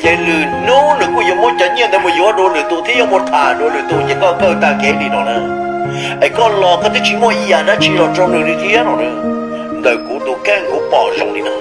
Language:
Hmong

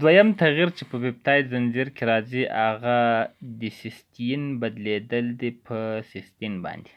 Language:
Pashto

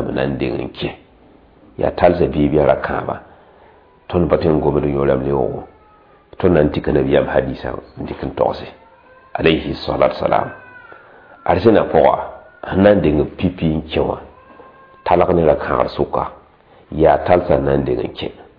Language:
Mossi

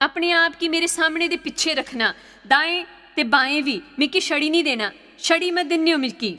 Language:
Dogri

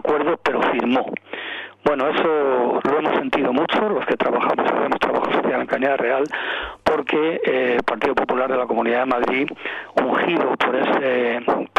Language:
Spanish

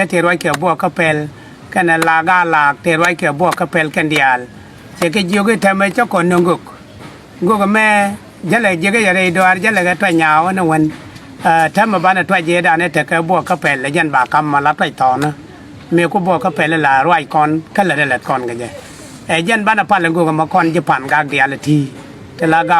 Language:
Nuer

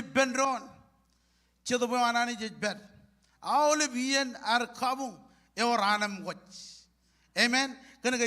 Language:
Marshallese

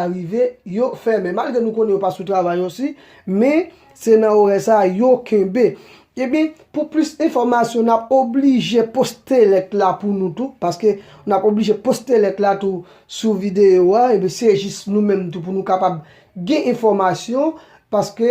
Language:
Haitian Creole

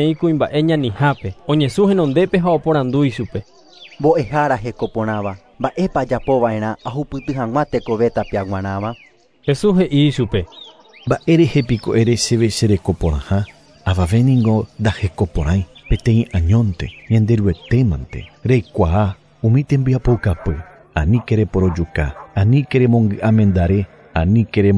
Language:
Guarani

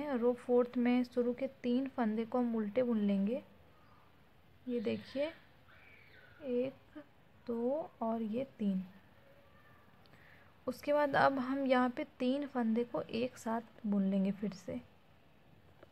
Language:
Hindi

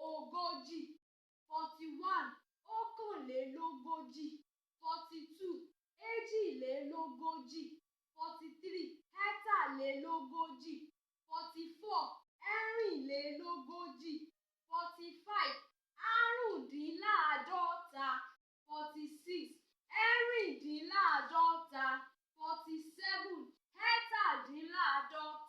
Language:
Yoruba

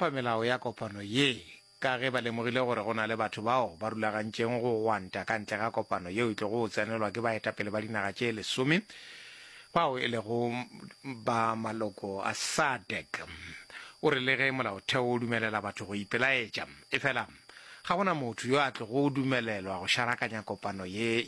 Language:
Northern Sotho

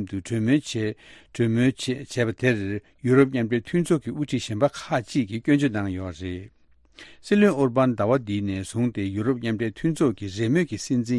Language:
Tibetan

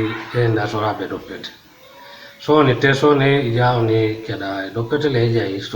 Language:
Teso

